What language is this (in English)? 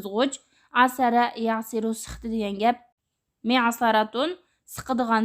Uyghur